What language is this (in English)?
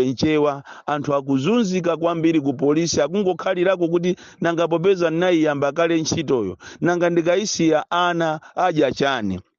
Nyanja